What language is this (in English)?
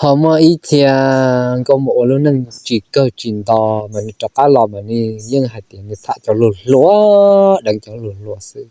Hmong